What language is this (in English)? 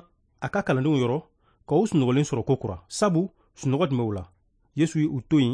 Bambara